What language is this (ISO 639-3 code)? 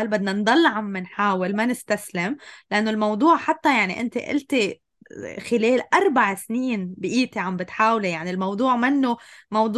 apc